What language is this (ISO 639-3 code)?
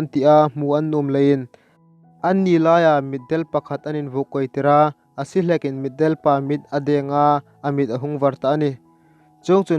hmr